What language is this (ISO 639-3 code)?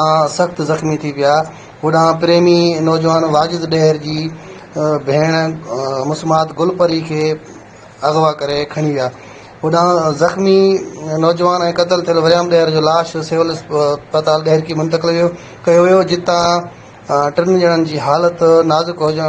snd